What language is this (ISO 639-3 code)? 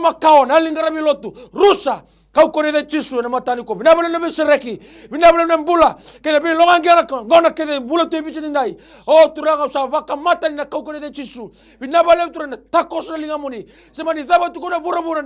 fij